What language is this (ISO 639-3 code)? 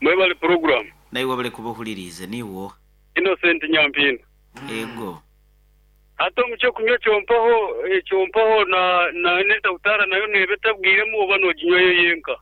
nyn